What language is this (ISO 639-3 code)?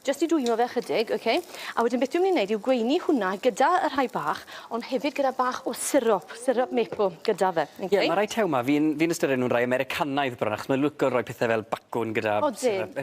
cym